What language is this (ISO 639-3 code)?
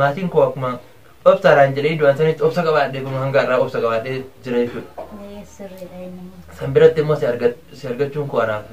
orm